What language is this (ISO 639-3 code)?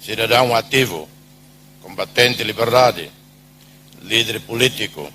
tet